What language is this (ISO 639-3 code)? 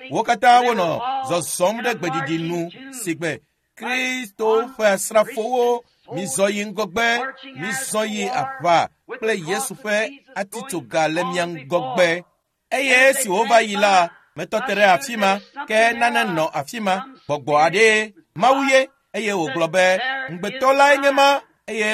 ewe